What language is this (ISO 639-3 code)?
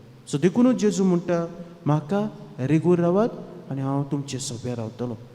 kok